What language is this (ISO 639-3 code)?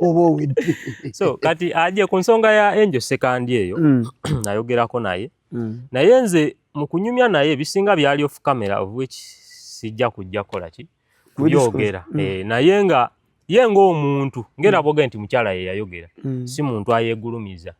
lug